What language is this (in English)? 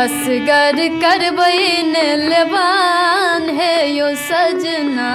Maithili